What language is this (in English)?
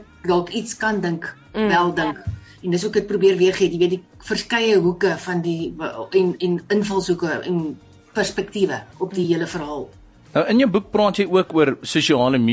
Afrikaans